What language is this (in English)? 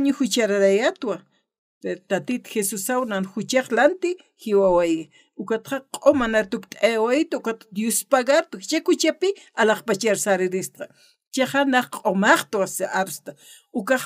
Aymara